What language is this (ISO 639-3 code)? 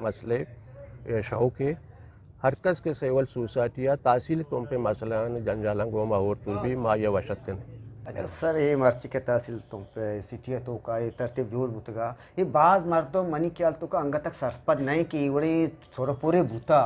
bgp